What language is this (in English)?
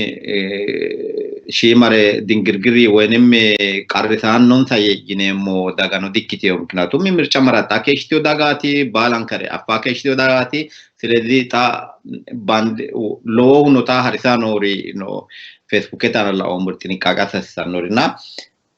Sidamo